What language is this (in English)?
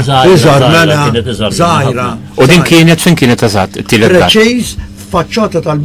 Maltese